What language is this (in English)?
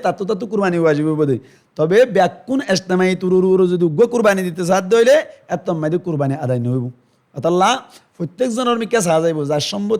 Rohingya